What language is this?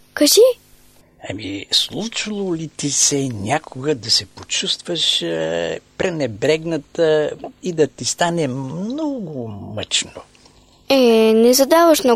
Bulgarian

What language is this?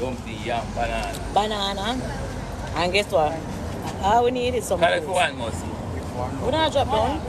Jamaican Creole English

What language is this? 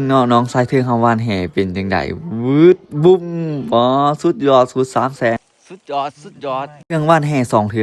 Lao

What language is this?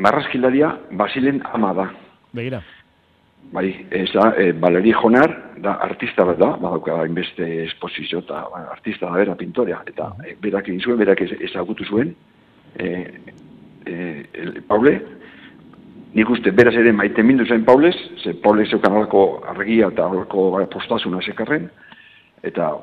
Basque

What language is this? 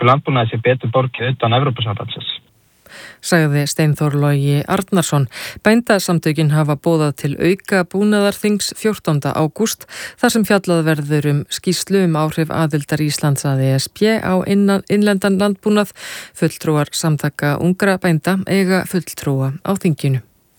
Icelandic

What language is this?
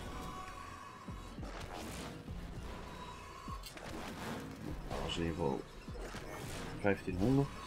Dutch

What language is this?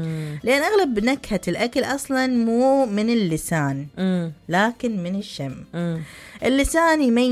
Mesopotamian Arabic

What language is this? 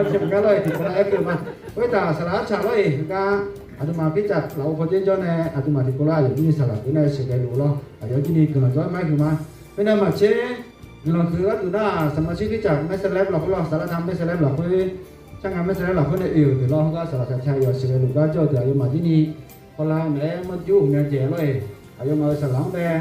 Akha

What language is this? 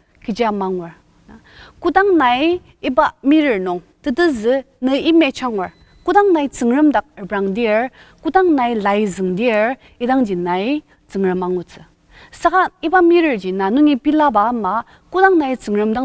Ao Naga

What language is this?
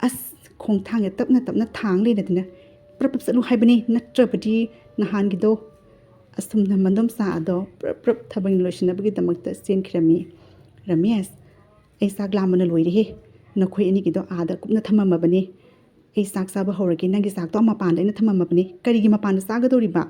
Manipuri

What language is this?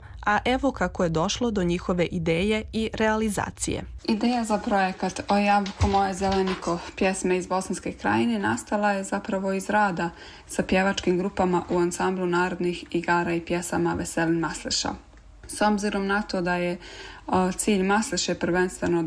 Bosnian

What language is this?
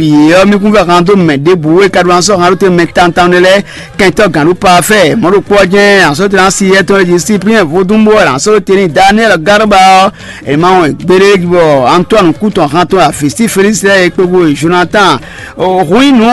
Fon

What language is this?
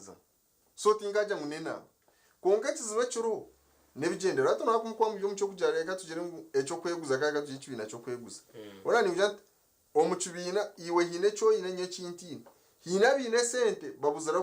Nyankole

